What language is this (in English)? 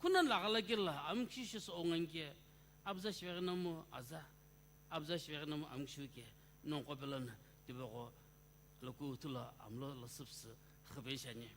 Sumi Naga